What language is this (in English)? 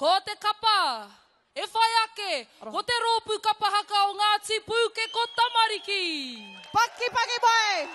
Māori